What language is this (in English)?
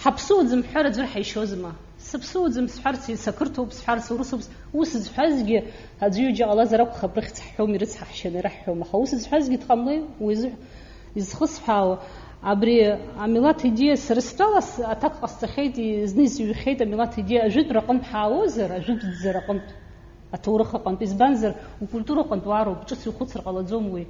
Abkhazian